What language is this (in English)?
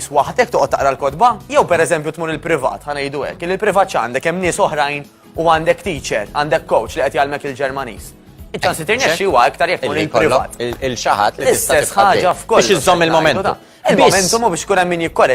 Maltese